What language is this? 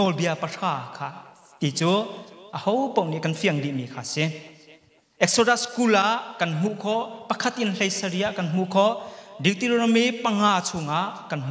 Hakha Chin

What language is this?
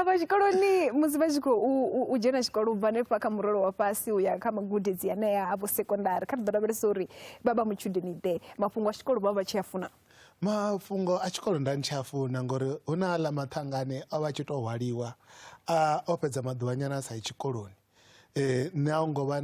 Venda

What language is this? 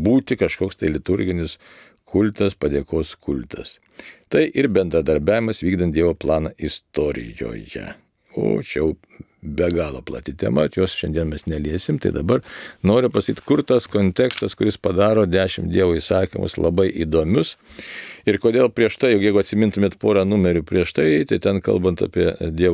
Lithuanian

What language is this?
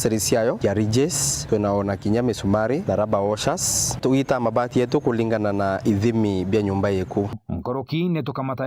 Meru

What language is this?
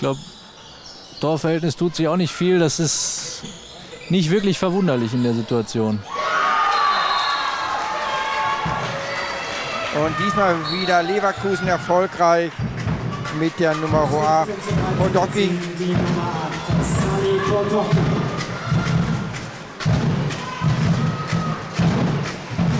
German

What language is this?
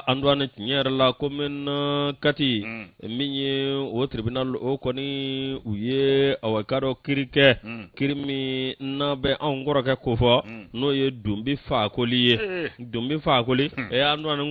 Bambara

